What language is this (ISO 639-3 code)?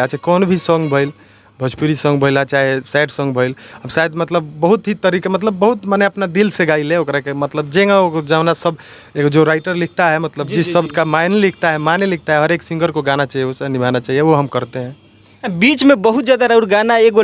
bho